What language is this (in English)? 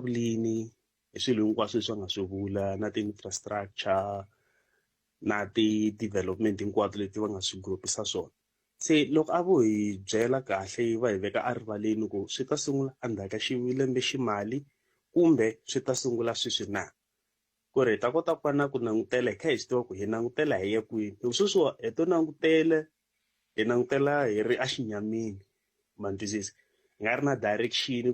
Tsonga